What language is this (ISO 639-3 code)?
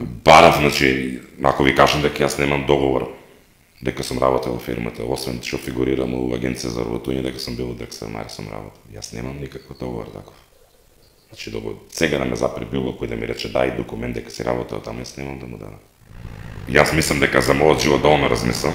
mkd